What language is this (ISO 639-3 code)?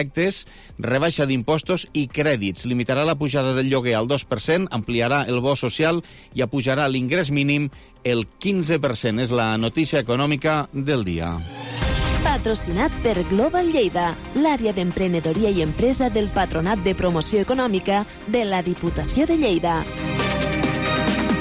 cat